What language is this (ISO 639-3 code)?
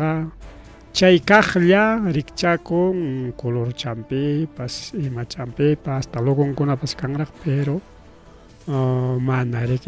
quy